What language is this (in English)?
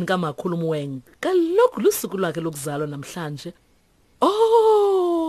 Xhosa